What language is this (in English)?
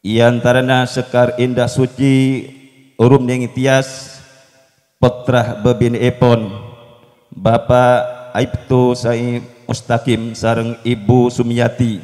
Madurese